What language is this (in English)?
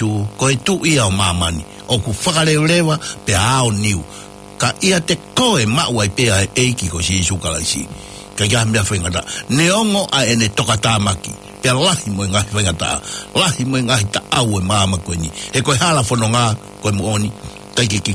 Tongan